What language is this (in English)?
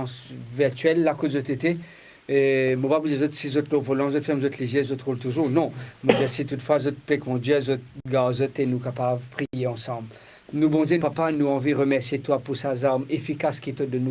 Morisyen